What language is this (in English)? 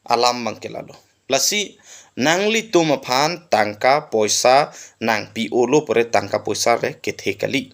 Karbi